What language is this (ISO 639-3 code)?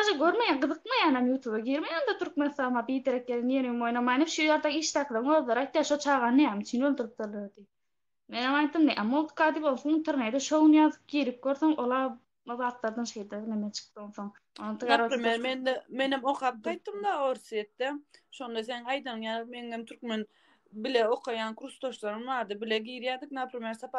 tuk